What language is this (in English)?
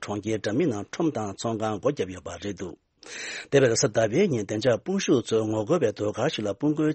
Tibetan